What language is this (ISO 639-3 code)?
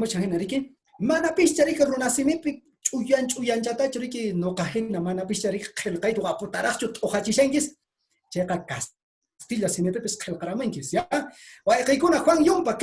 que